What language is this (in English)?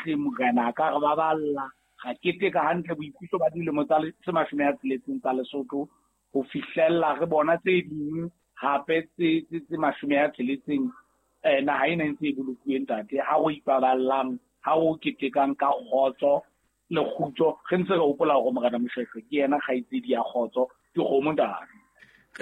Southern Sotho